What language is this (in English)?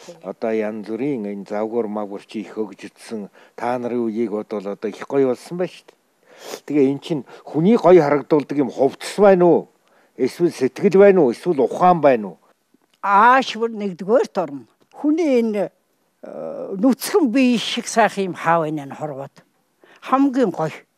Mongolian